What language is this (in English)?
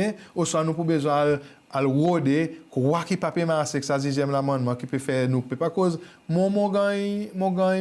Seselwa Creole French